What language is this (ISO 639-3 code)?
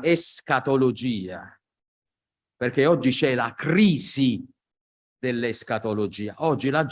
ita